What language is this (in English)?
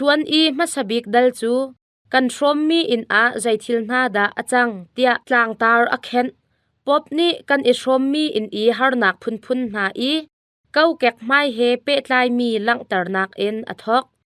Hakha Chin